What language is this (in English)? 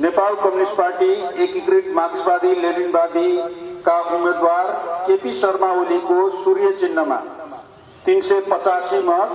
Nepali